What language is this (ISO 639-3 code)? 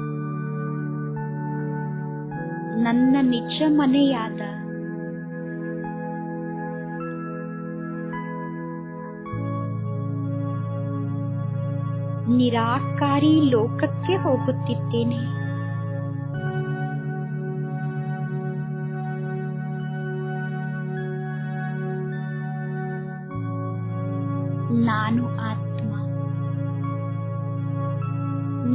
kan